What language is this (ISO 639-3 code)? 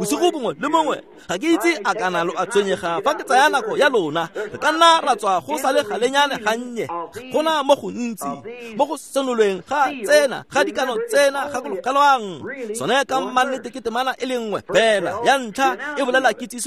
tsn